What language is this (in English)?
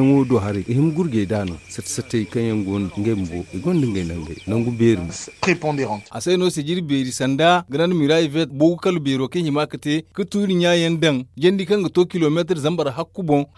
Zarma